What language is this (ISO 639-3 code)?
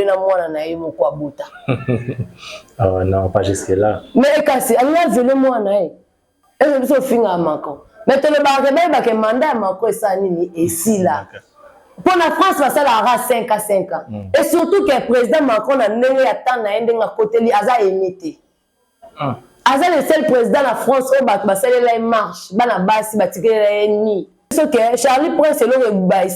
lin